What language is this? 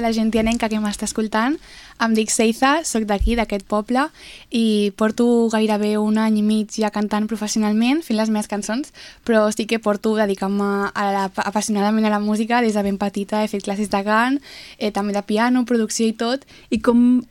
Catalan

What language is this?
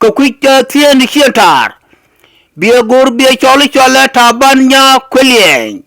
Nuer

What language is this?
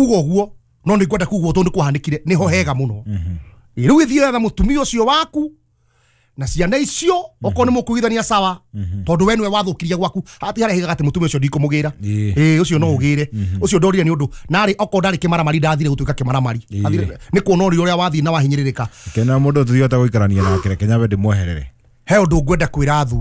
Kikuyu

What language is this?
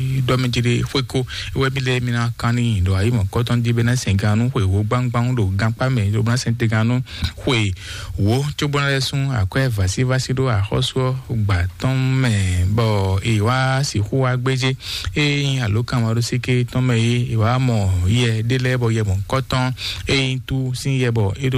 Fon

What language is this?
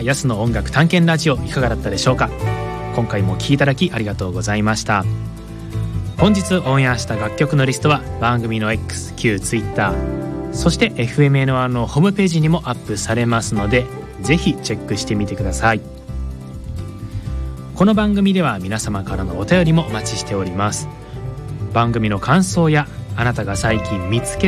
Japanese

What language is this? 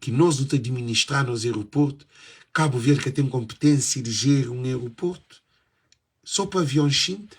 Kabuverdianu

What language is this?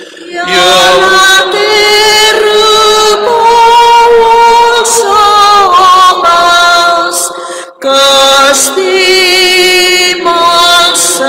Catalan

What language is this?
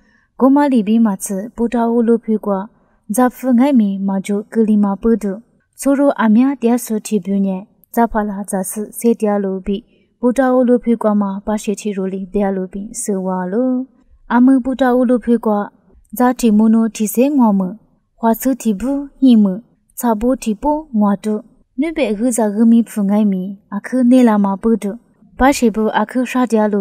Lisu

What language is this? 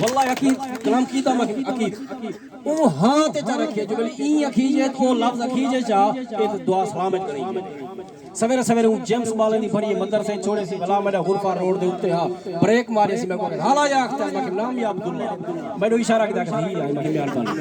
Saraiki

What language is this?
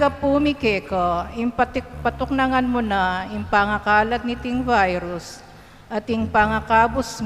Pampanga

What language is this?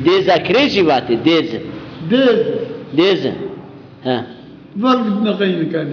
Zaza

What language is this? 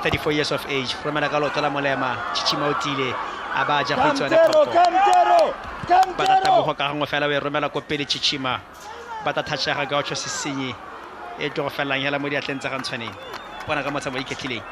Tswana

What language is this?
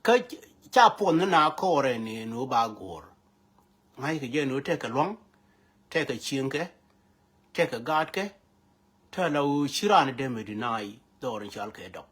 Nuer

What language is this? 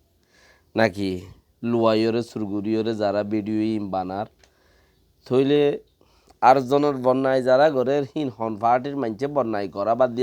Rohingya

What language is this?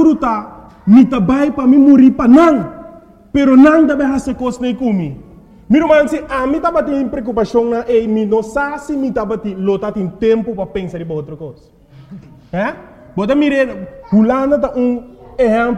Papiamento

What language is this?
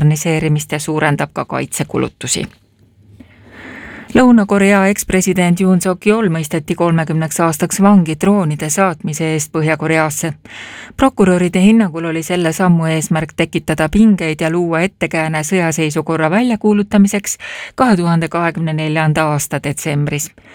Estonian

